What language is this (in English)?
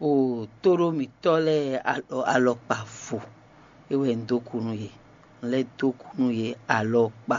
Fon